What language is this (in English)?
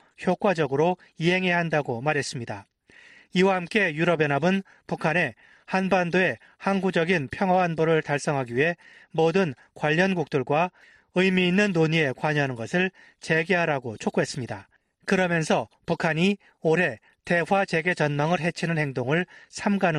Korean